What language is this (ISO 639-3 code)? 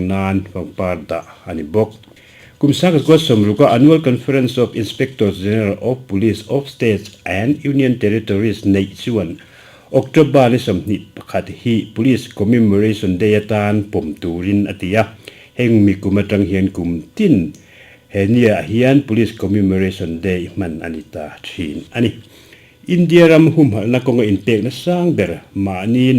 lus